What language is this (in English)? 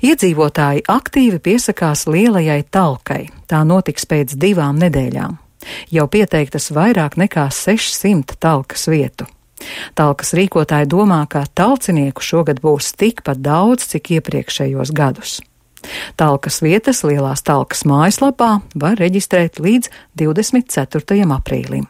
Latvian